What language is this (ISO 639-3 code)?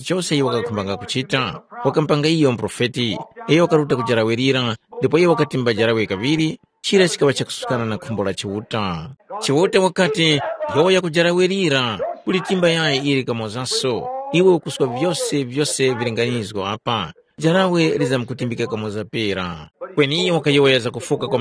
tum